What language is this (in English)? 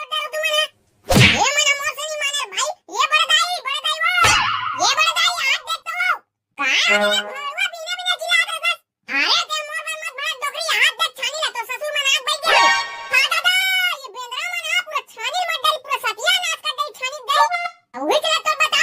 Chhattisgarhi